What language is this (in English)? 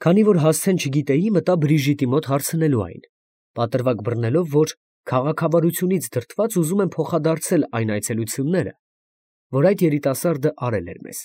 Armenian